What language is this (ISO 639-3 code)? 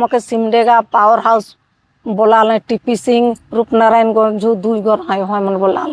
sck